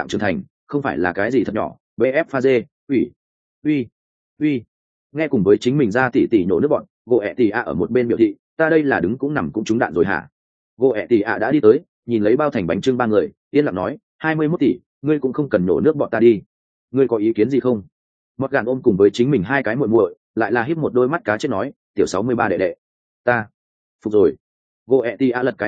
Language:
Vietnamese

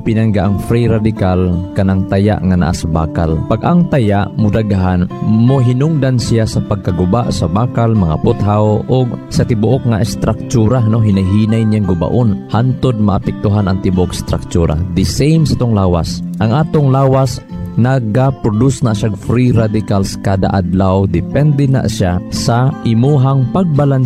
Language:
Cebuano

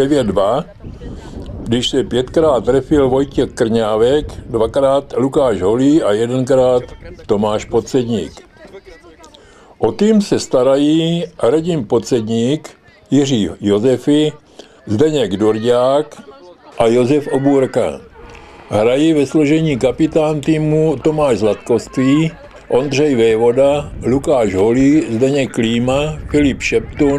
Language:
Czech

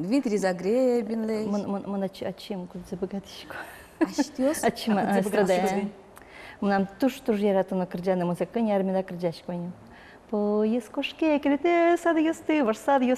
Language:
Udmurt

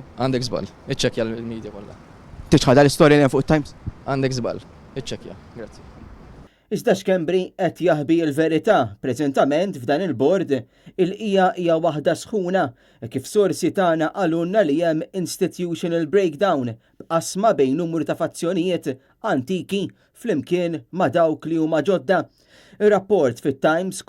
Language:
Maltese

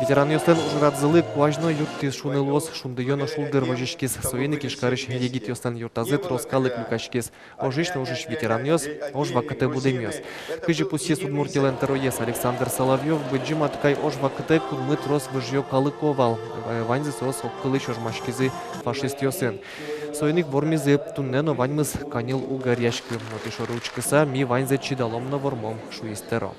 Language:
Udmurt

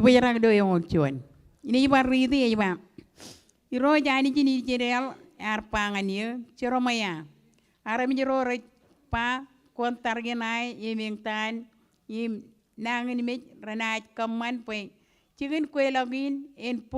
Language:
Marshallese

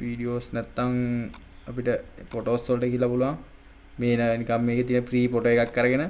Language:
Sinhala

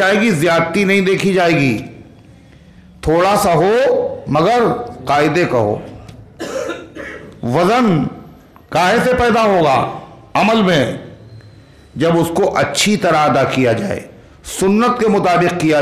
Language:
Urdu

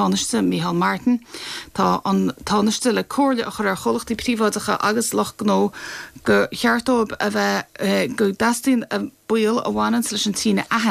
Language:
Irish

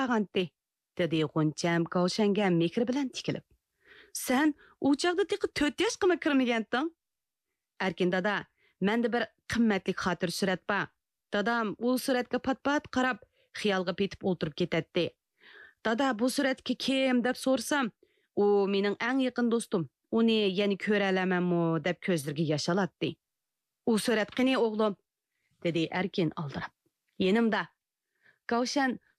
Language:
Uyghur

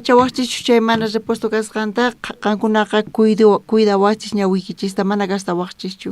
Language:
South Bolivian Quechua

